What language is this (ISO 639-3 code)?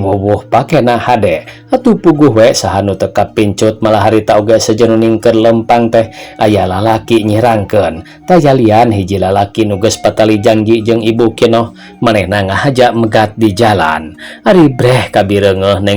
sun